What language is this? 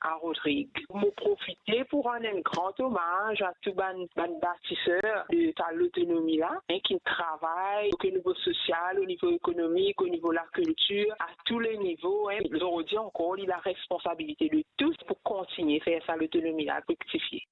Morisyen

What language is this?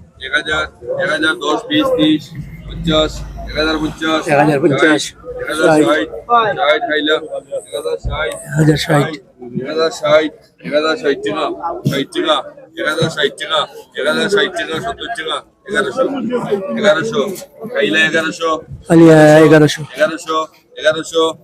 Sylheti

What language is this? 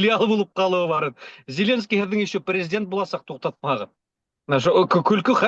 Bashkir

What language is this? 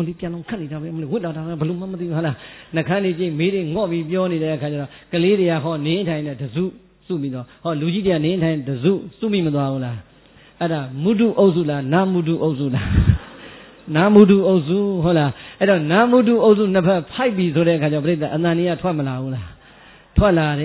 Burmese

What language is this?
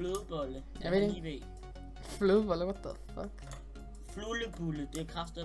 Danish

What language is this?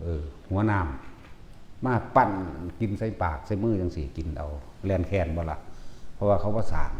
Lao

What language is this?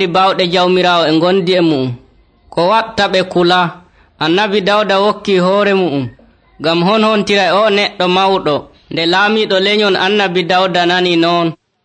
Nigerian Fulfulde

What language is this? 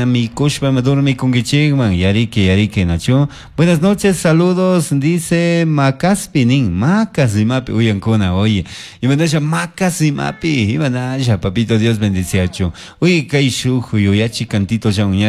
Chimborazo Highland Quichua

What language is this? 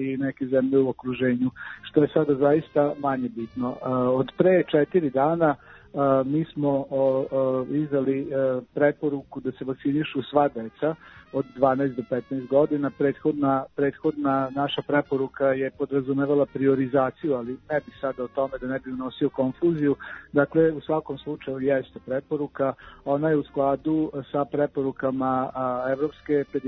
Serbian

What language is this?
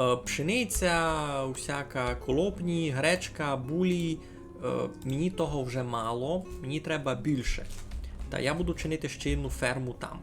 Rusyn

